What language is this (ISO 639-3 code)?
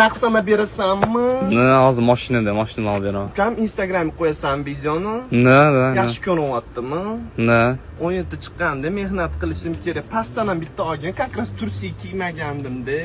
uzb